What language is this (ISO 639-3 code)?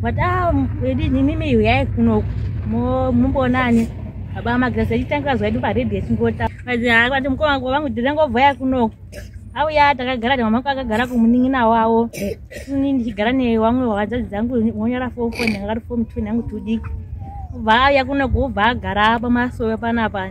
sna